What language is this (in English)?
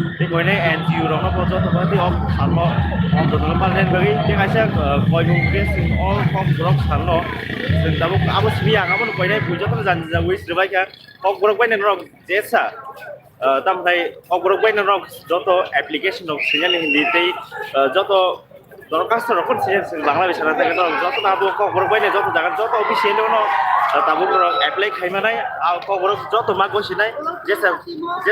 Kok Borok